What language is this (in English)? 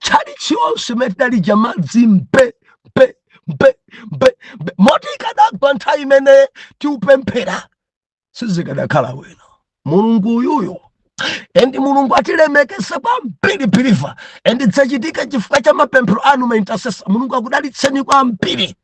Nyanja